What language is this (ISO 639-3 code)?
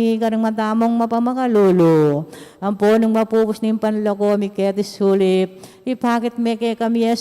pam